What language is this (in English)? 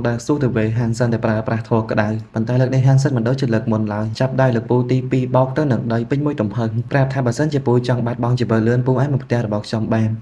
Khmer